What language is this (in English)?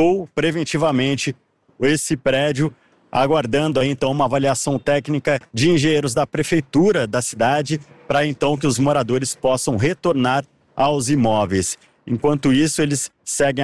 Portuguese